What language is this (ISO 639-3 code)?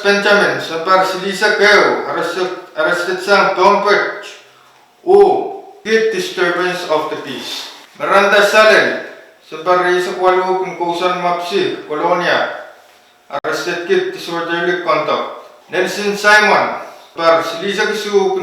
pon